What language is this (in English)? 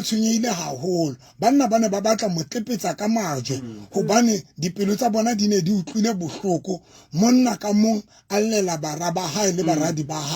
Southern Sotho